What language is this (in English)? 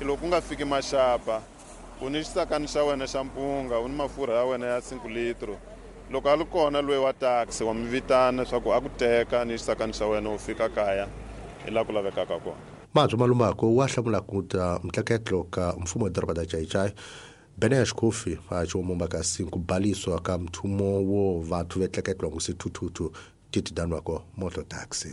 Tsonga